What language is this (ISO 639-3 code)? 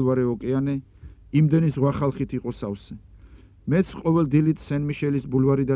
kat